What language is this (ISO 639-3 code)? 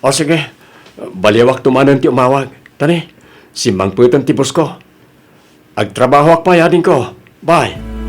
ilo